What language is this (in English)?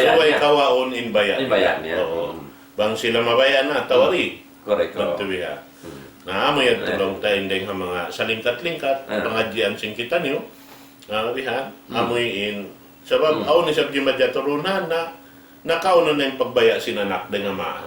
Tausug